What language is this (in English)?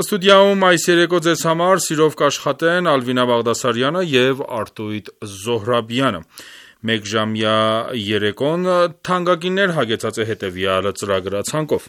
Armenian